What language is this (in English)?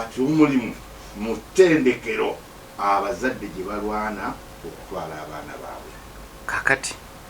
Ganda